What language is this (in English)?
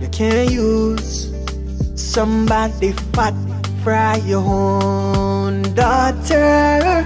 Jamaican Creole English